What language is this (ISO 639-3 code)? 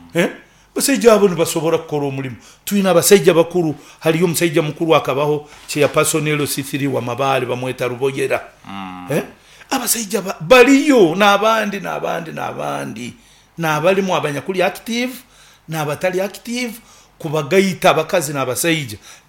nyo